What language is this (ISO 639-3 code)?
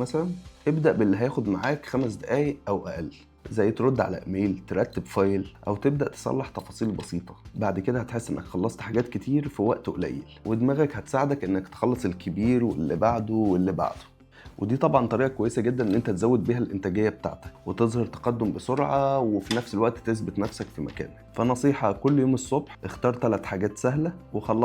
arz